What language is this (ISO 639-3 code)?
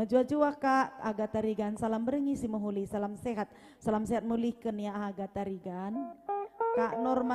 btx